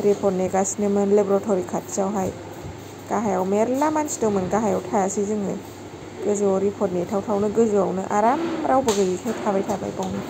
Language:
Bodo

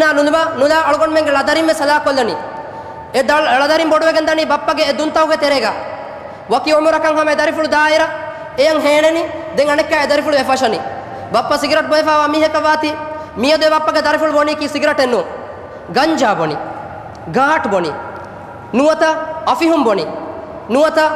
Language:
Divehi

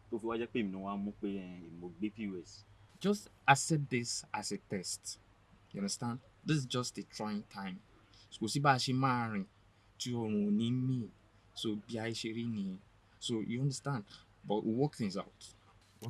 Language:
Yoruba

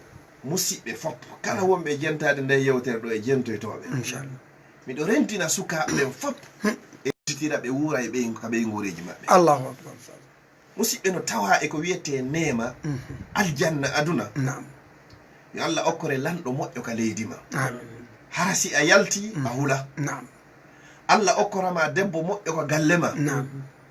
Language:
Fula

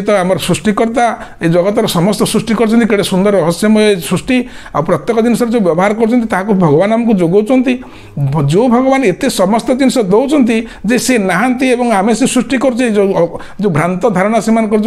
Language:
Odia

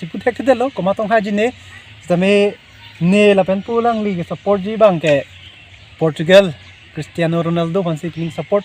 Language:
Karbi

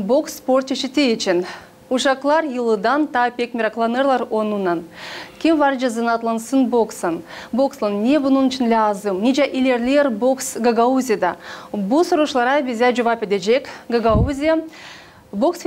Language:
Gagauz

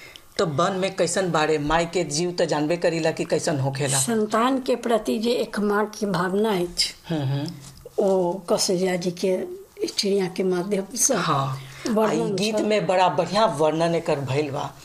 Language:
Bhojpuri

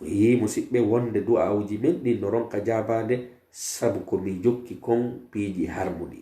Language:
Pular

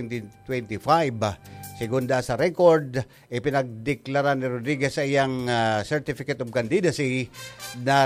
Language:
Bikol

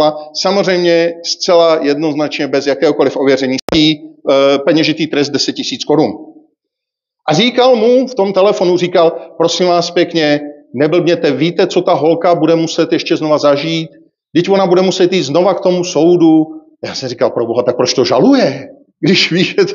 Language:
Czech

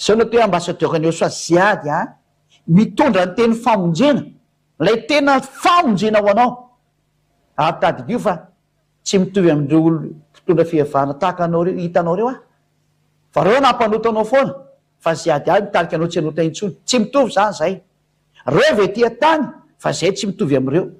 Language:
Malagasy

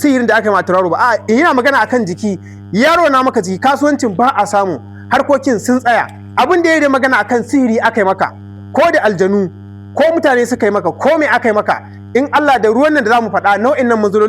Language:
Hausa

